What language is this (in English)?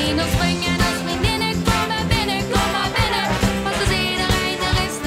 Limburgish